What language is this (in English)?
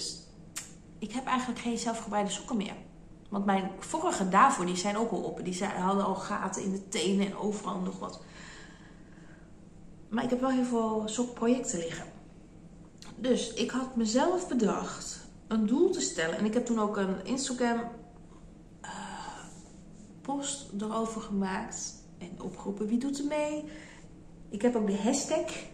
Dutch